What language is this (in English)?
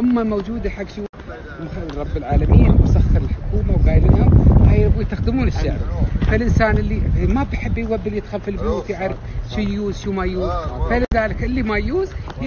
Gulf Arabic